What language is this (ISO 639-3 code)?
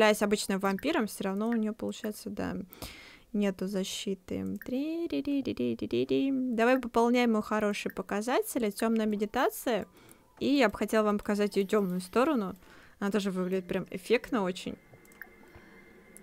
rus